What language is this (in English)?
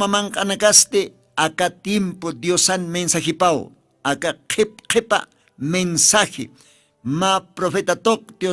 Aymara